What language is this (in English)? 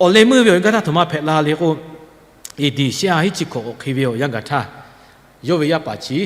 Lahu